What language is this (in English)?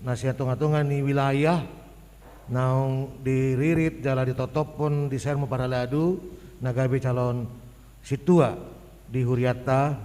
Batak Toba